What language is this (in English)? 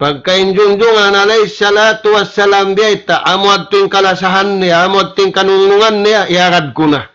Tausug